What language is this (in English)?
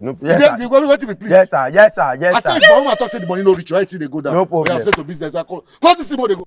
Nigerian Pidgin